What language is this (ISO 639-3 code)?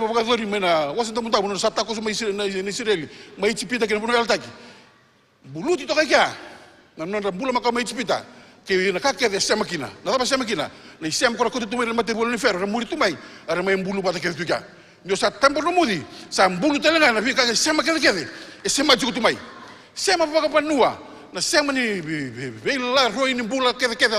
fij